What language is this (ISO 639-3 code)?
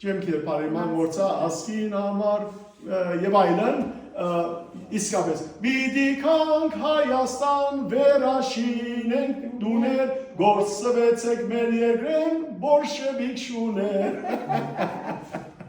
hyw